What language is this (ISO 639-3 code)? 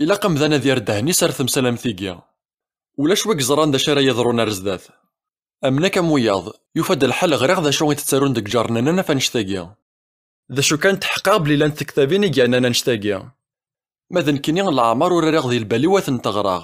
kab